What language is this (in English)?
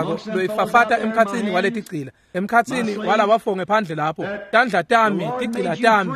Swati